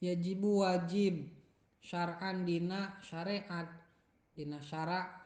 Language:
Sundanese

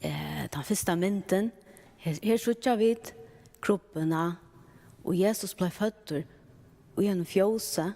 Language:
Faroese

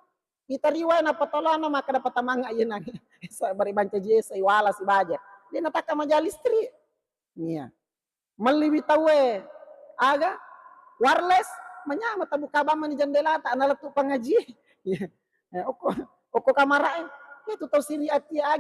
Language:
Buginese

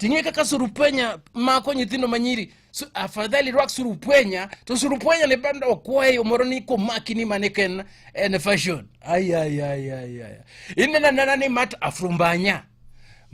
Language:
Luo (Kenya and Tanzania)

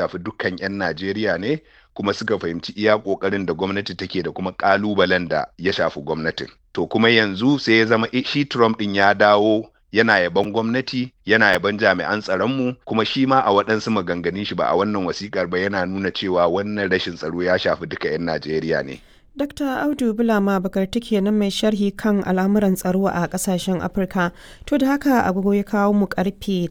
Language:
Hausa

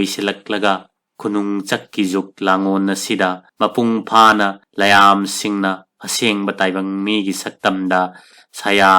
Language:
Manipuri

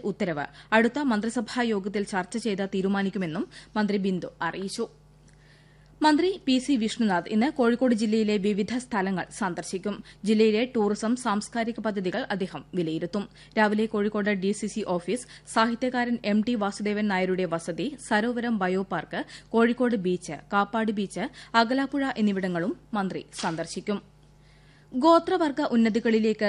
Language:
Malayalam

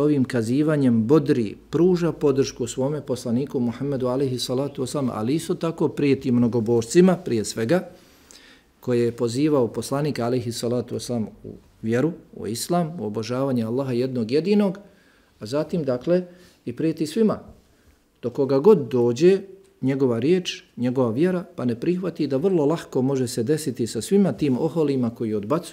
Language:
Bosnian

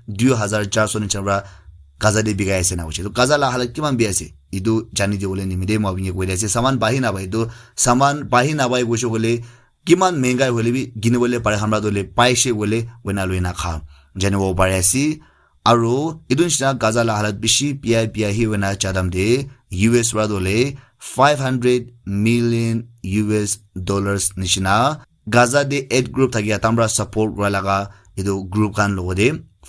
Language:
Naga Pidgin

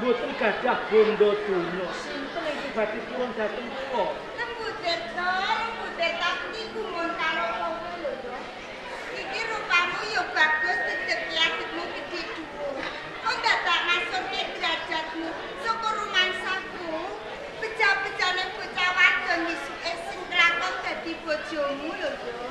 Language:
Javanese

